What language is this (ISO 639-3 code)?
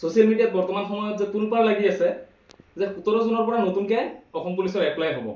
asm